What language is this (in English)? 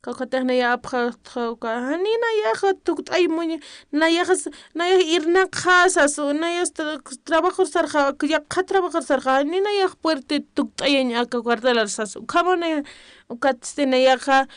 Aymara